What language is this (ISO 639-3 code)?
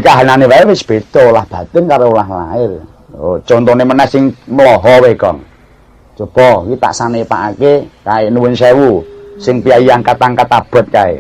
jav